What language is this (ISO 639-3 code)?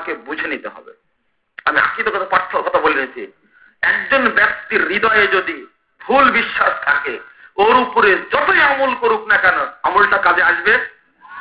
ben